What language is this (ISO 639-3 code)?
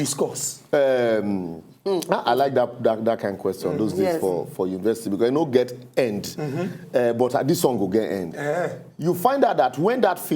pcm